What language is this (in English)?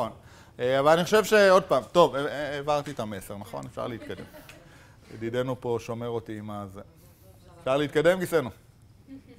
Hebrew